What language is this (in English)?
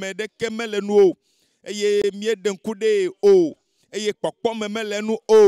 Ewe